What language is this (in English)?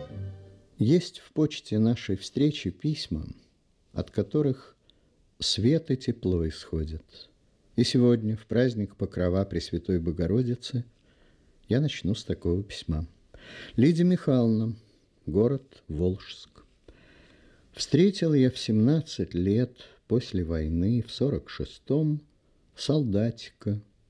Russian